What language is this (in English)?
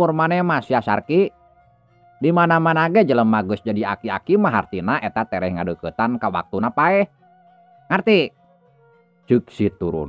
Sundanese